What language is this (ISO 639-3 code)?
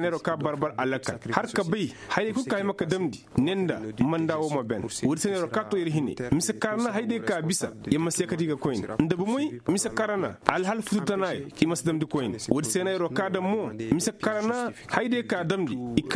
ses